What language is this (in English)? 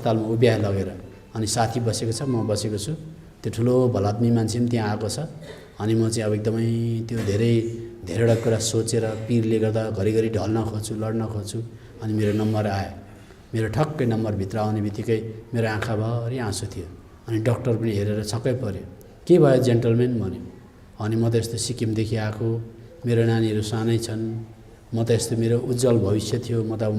Nepali